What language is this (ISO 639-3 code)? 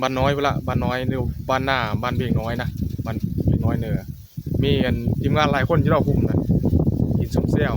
tts